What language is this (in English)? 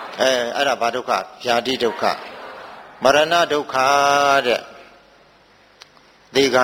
Burmese